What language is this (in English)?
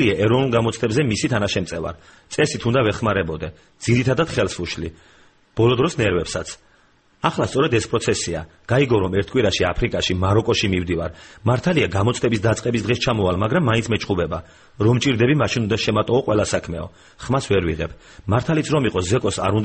Georgian